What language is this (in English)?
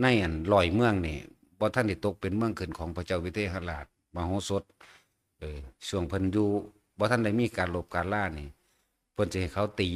Northeastern Thai